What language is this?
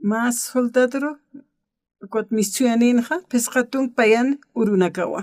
Aymara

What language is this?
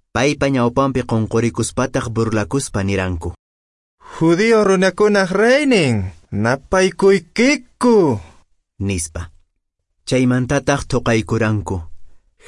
Quechua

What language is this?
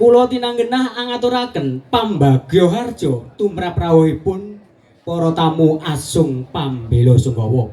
Javanese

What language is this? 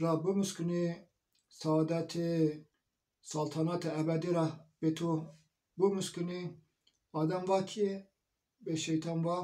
Zaza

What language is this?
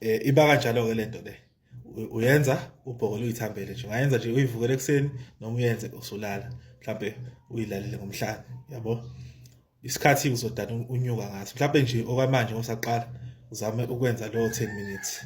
Zulu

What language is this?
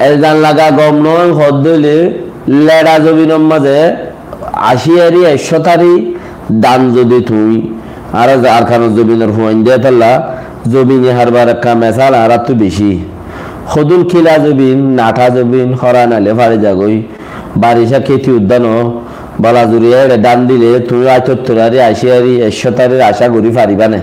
Rohingya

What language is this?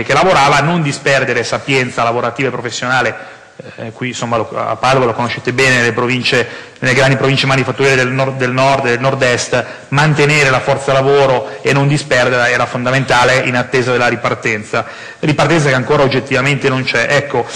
Italian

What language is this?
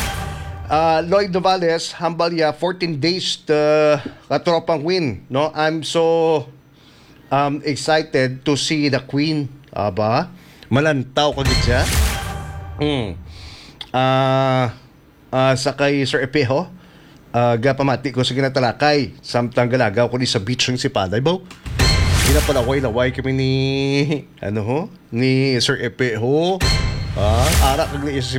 Hiligaynon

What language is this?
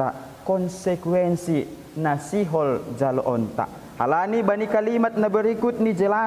Batak Simalungun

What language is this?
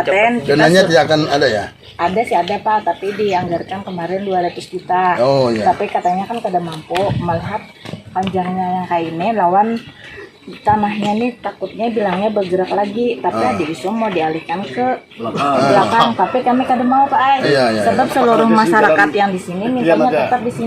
Banjar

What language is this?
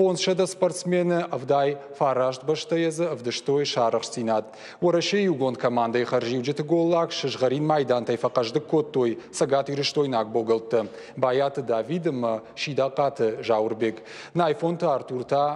Ossetic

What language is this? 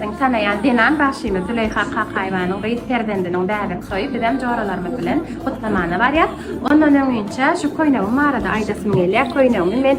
Turkmen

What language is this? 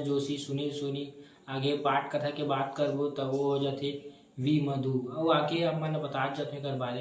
Chhattisgarhi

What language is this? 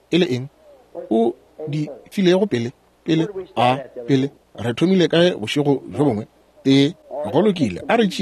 Northern Sotho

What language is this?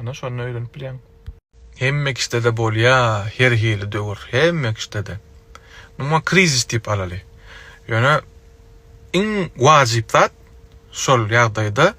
Turkmen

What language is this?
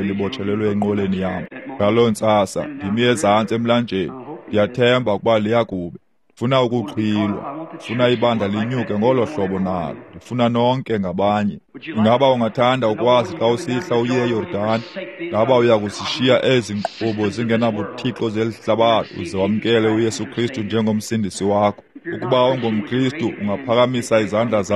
Xhosa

